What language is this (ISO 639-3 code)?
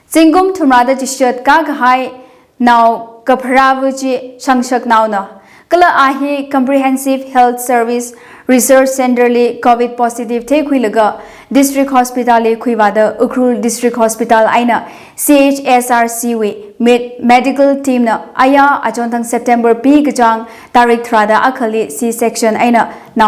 nmf